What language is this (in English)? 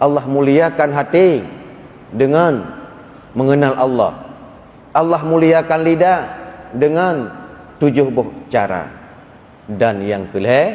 Achinese